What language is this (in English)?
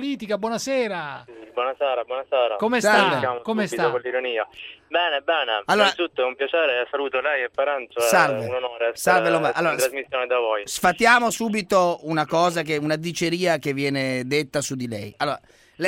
Italian